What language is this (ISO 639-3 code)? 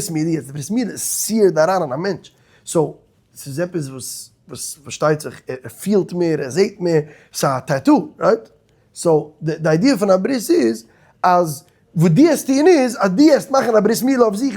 yid